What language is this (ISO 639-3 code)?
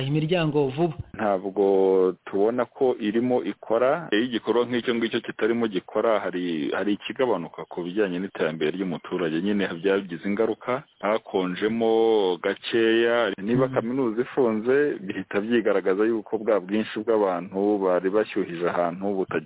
kin